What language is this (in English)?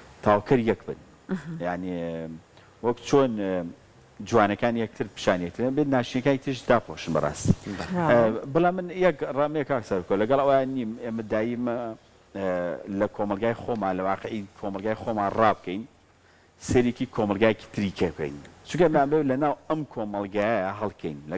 Central Kurdish